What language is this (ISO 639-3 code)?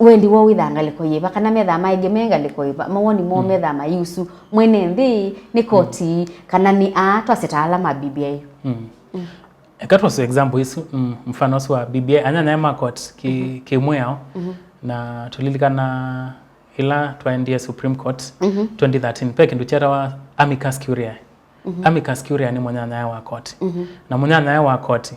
kam